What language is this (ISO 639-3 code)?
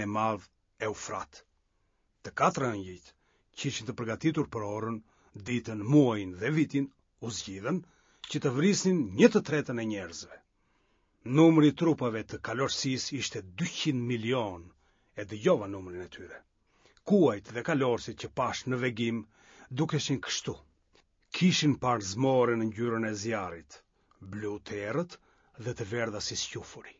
sqi